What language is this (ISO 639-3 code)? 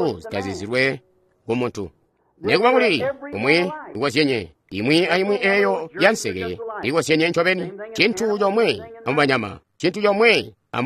toi